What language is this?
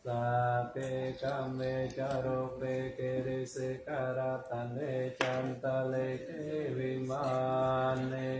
Pali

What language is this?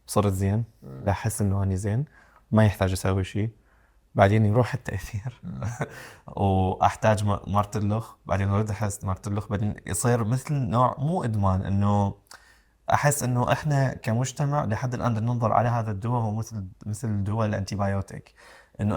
Mesopotamian Arabic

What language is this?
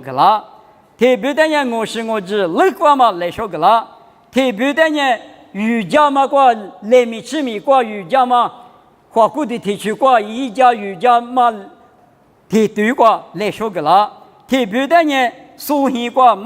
Lisu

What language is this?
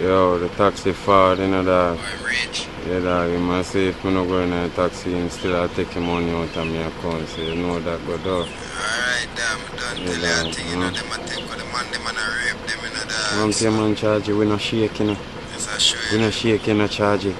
Jamaican Creole English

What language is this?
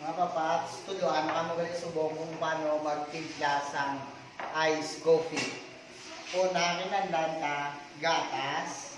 Hiligaynon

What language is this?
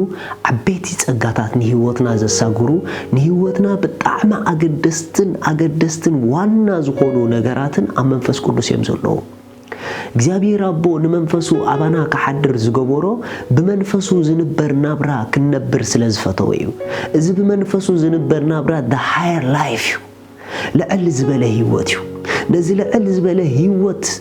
Tigrinya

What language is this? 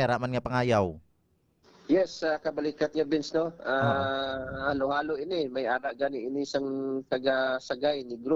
Hiligaynon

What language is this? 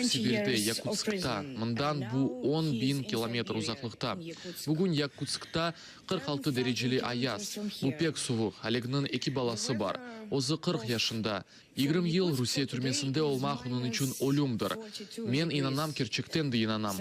Crimean Tatar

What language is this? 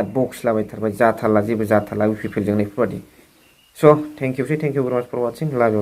Bodo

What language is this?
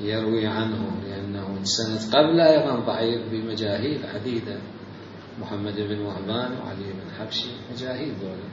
Mesopotamian Arabic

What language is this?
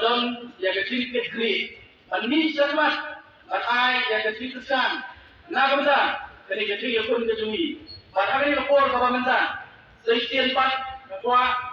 Khasi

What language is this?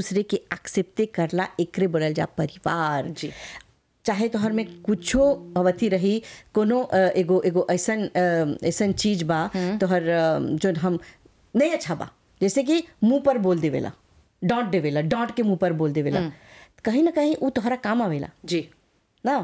Bhojpuri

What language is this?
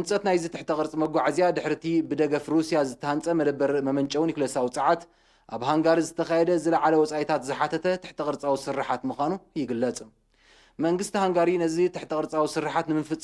Tigrinya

